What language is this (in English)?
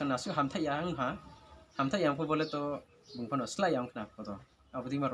Riang (India)